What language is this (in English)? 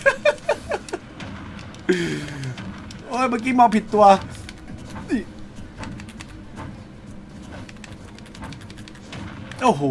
Thai